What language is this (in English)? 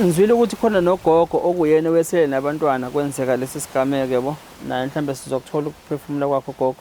Zulu